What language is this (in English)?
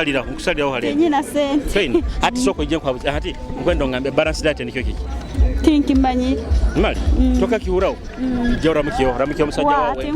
Nyoro